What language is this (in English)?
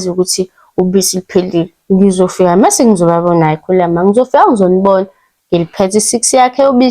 Zulu